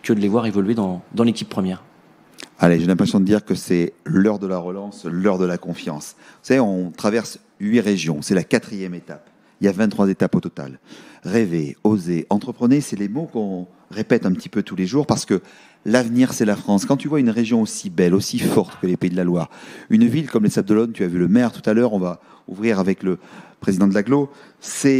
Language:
French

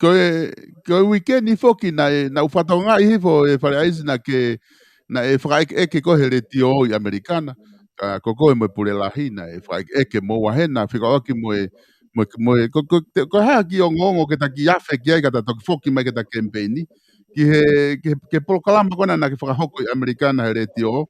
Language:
Tongan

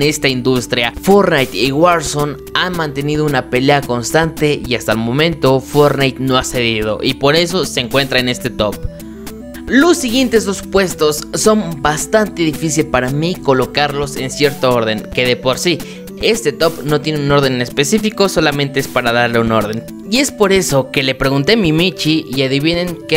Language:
Spanish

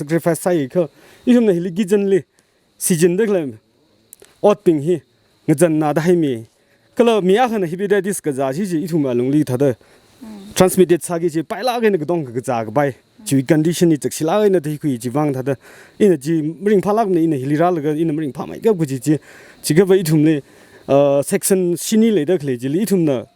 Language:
Tangkhul Naga (India)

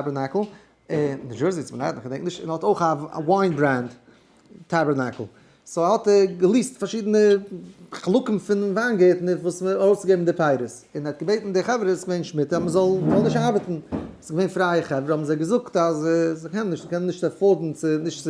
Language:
Yiddish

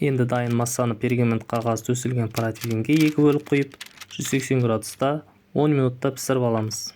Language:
Kazakh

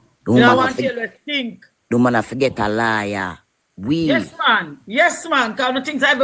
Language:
Jamaican Creole English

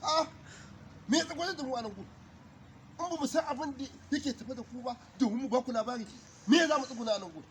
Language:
Hausa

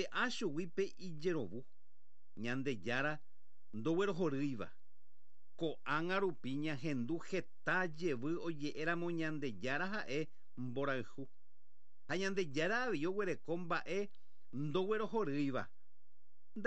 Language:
Guarani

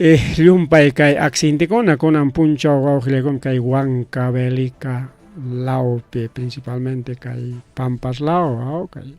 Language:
Ayacucho Quechua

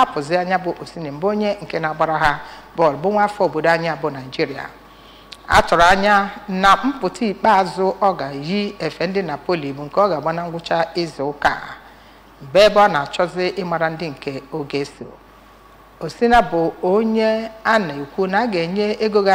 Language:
Igbo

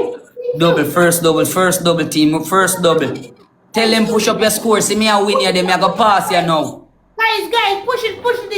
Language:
Jamaican Creole English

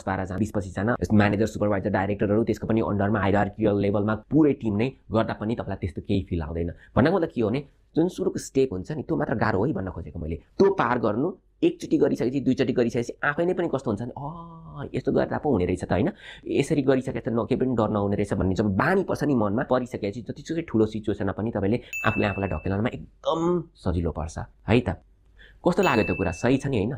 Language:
Nepali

